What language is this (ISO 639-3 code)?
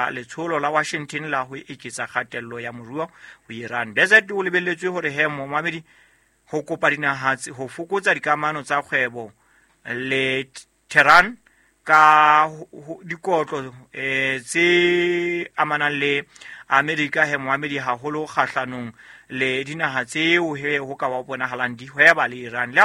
sot